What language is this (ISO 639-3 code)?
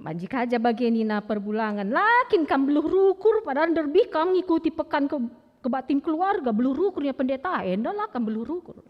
btx